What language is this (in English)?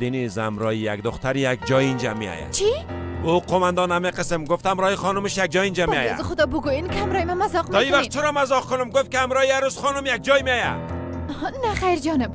Persian